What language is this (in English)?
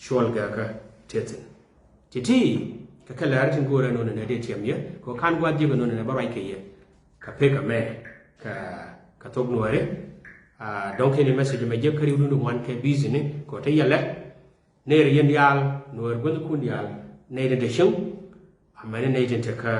Nuer